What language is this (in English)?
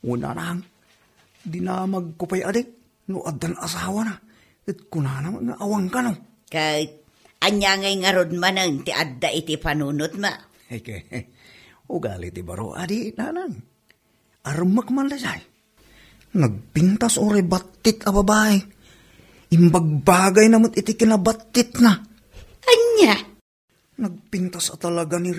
Iloko